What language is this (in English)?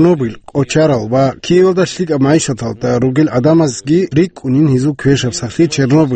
Avaric